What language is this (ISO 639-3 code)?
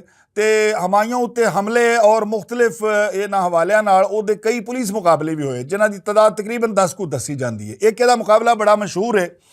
lah